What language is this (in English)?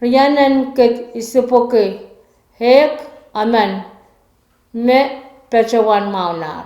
Pohnpeian